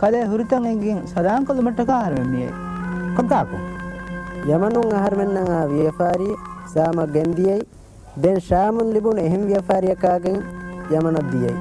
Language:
Divehi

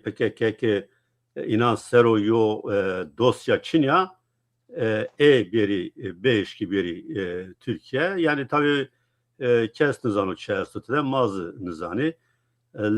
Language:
Zaza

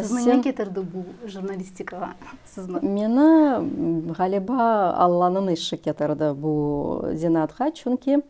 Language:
Crimean Tatar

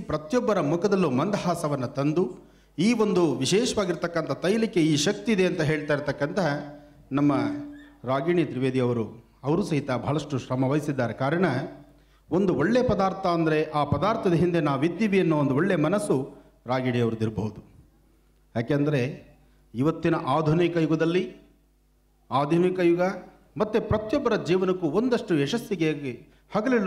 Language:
Kannada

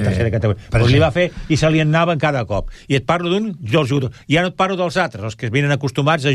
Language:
Catalan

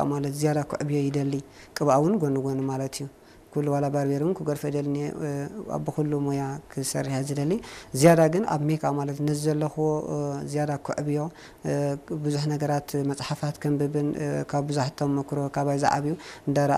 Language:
Tigrinya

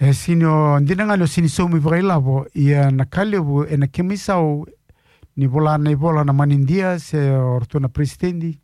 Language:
Fijian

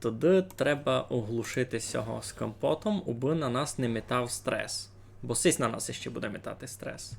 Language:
Rusyn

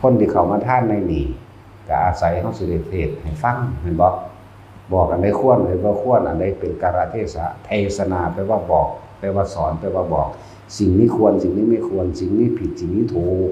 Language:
Northeastern Thai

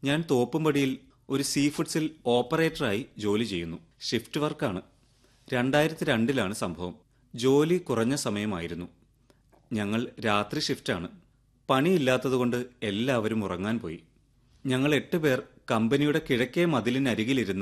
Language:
Malayalam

